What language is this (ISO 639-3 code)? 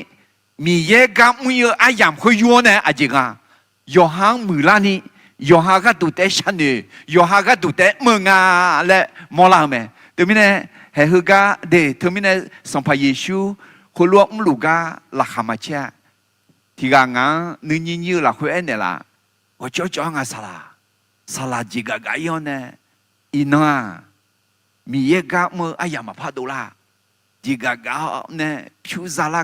ahk